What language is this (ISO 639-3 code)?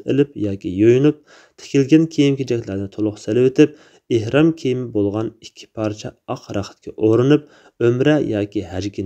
uig